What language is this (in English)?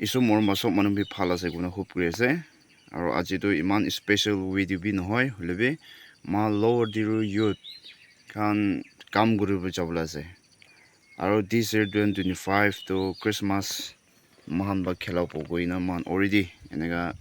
Naga Pidgin